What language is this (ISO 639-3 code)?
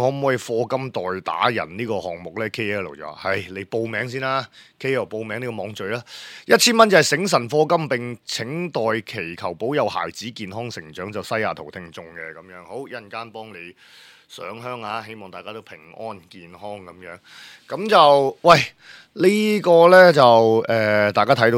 yue